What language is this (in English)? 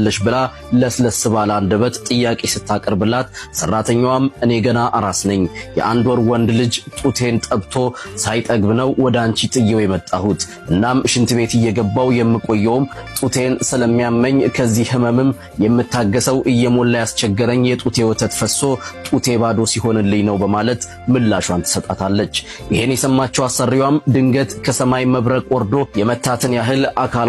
Amharic